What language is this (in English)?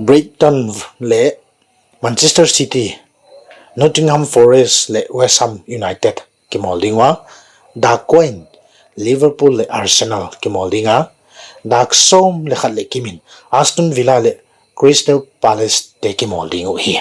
Paite Chin